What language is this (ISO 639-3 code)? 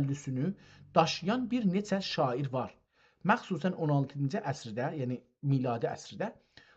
azb